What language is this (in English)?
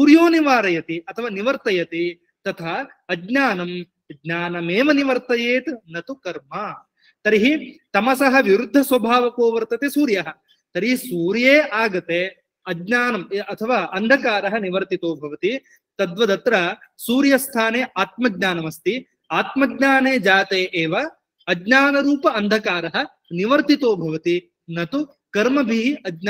Sanskrit